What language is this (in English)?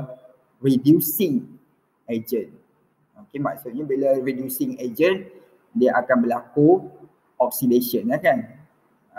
Malay